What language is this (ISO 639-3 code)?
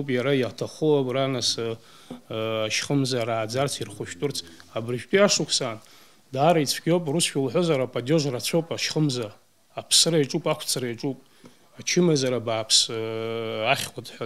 abk